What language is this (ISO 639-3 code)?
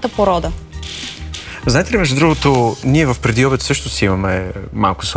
bul